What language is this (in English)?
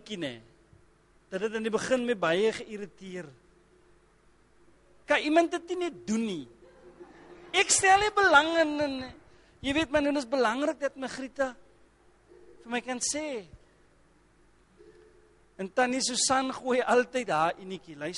Afrikaans